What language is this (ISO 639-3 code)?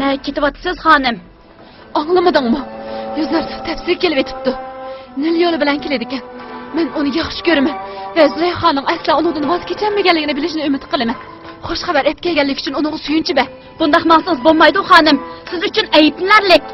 uig